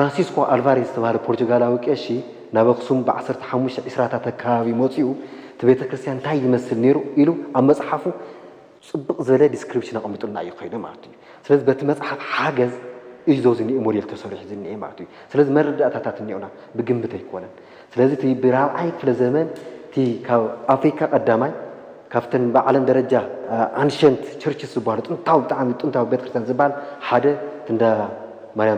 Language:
Tigrinya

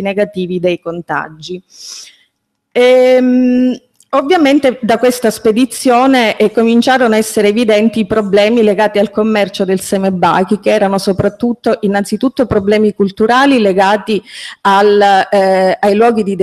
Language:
Italian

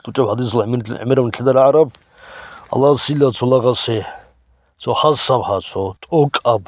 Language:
Avaric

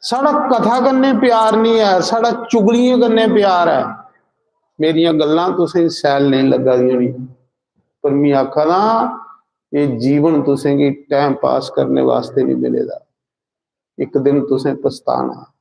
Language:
Dogri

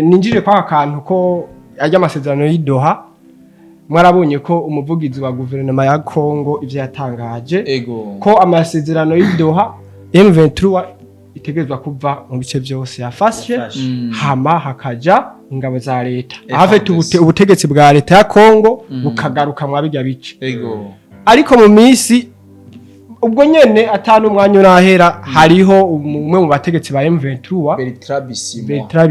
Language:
Rundi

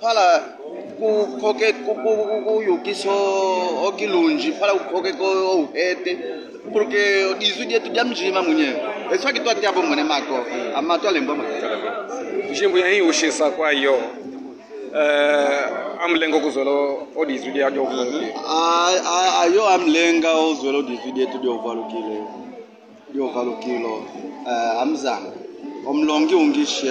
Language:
Kimbundu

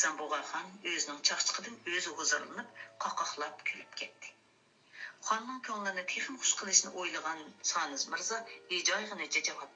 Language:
Uyghur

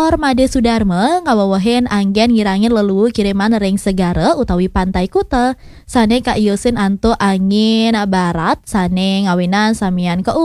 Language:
Balinese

